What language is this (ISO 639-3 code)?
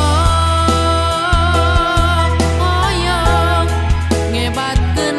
sun